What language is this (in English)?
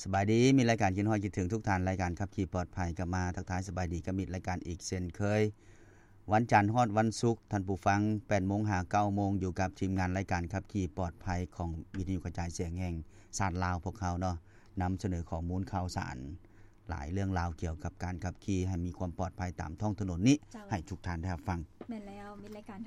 Lao